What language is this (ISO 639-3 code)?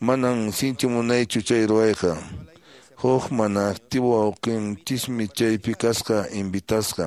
que